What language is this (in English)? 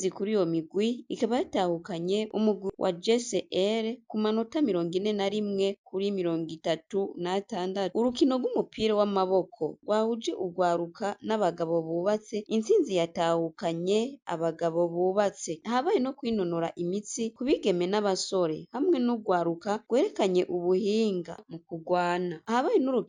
Rundi